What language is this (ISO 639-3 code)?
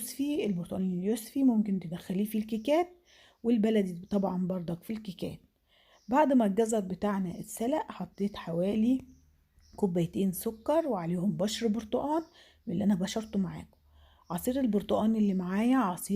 arz